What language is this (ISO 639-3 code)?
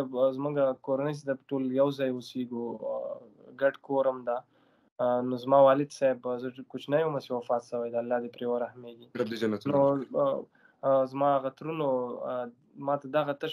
pus